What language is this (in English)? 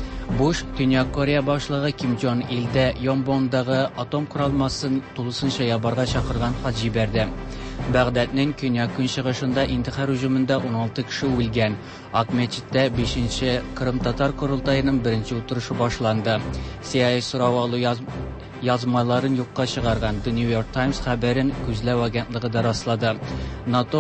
Tatar